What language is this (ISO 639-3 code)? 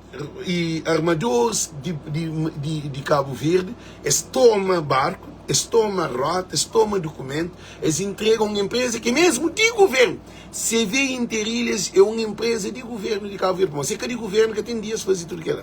kea